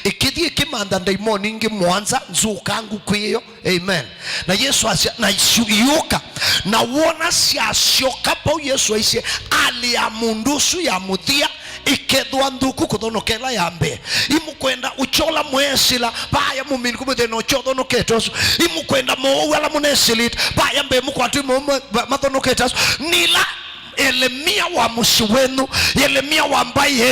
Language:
Kamba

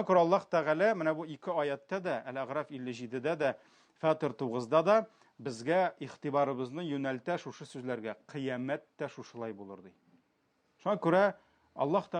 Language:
Tatar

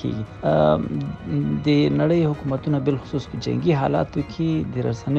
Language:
Pashto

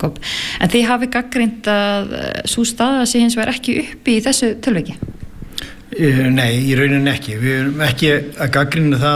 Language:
Icelandic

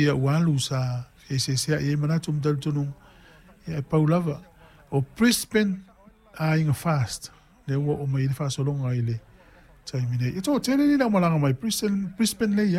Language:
Samoan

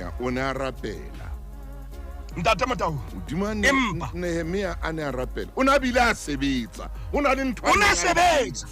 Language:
Southern Sotho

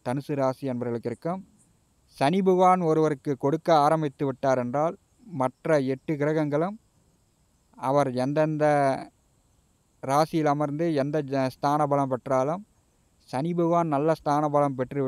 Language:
Tamil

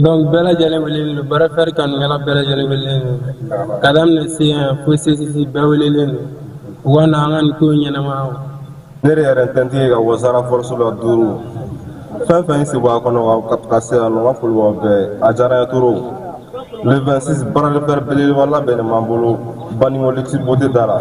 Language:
Bambara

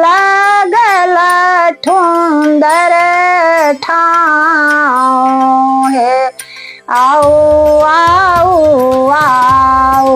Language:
Maithili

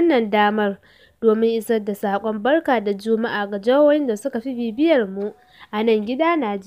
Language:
Hausa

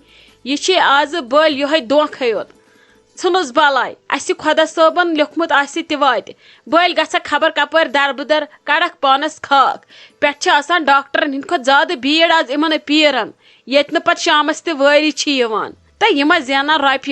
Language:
Kashmiri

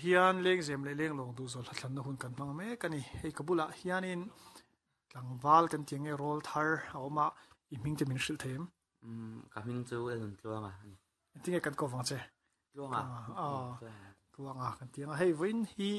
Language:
Mizo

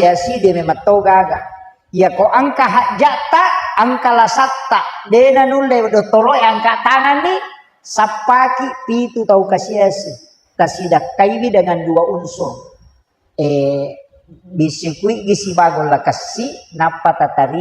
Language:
Buginese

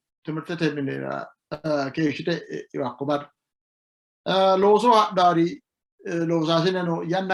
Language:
Sidamo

